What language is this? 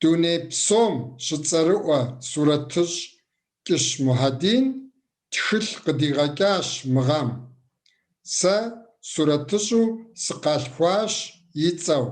Kabardian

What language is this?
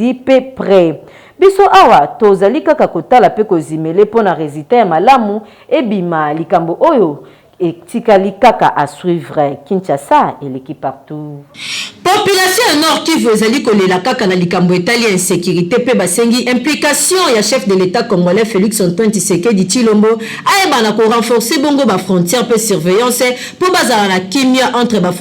Lingala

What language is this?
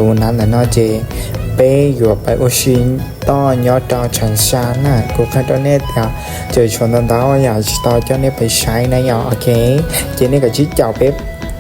Hmong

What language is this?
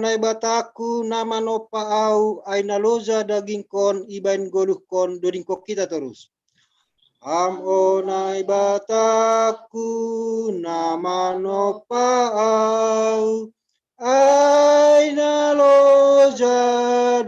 Batak Simalungun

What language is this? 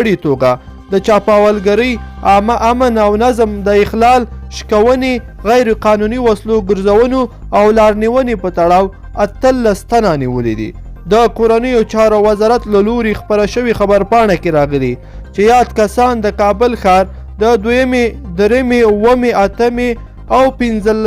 Pashto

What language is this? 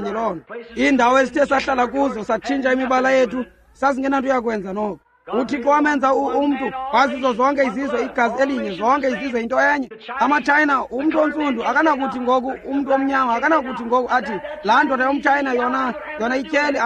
Xhosa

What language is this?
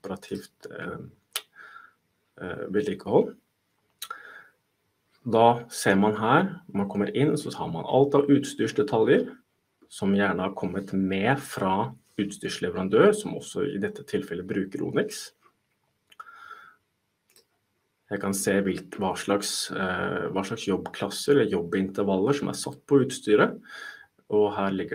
Norwegian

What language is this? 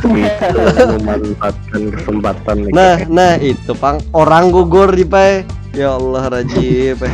Banjar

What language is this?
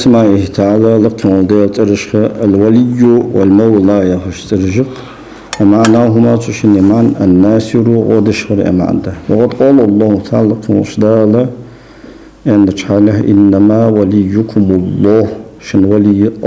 Ingush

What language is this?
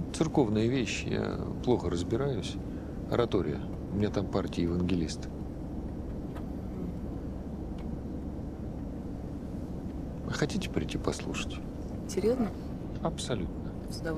Russian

